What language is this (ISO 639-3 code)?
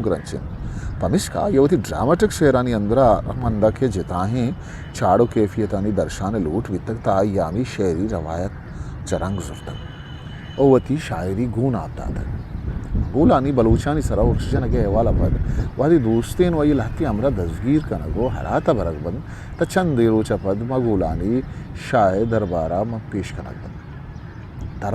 bgp